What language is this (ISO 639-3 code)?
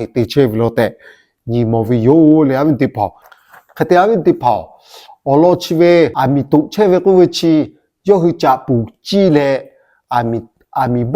lhu